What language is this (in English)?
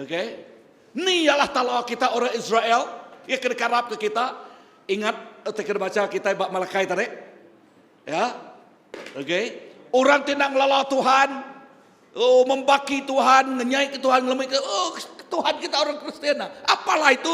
Iban